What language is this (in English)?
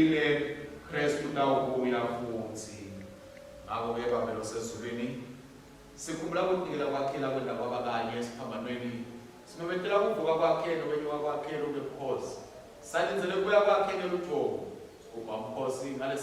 Swati